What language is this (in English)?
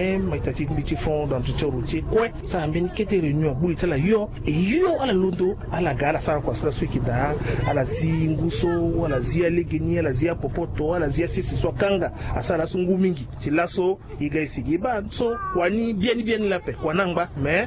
Sango